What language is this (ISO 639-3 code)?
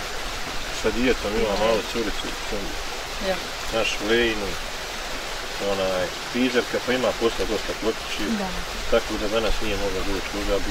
bos